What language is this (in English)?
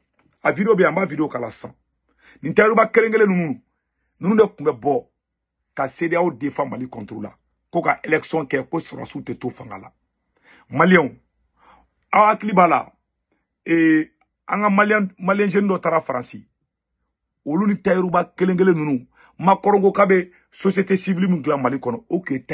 Bambara